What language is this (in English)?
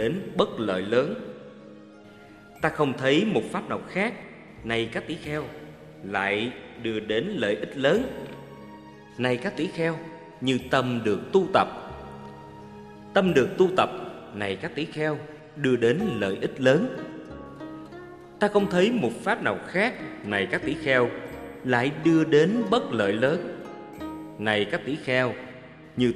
Vietnamese